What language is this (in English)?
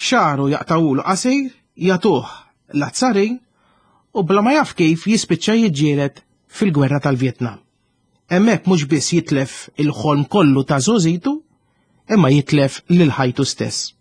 Maltese